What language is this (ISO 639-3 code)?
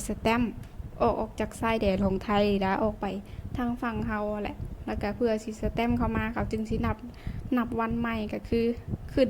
lao